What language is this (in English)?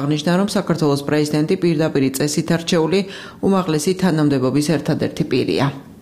Georgian